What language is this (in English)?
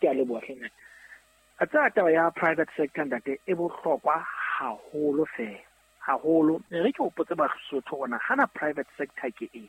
Southern Sotho